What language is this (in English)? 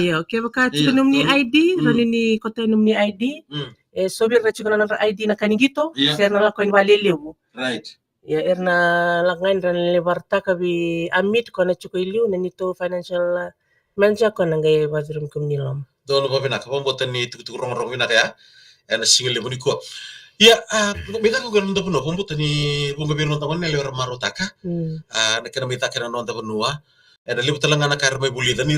Fijian